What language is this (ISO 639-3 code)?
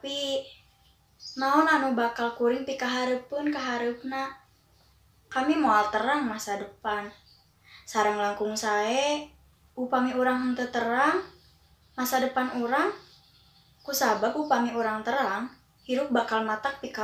sun